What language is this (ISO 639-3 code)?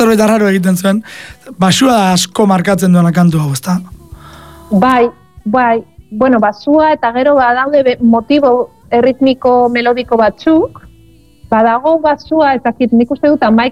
eus